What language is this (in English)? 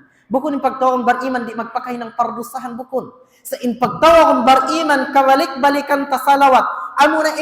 Tausug